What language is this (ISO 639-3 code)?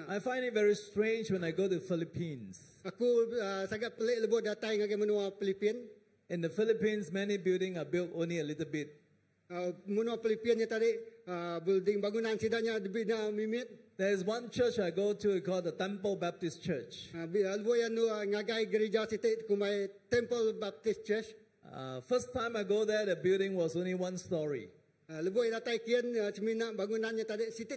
iba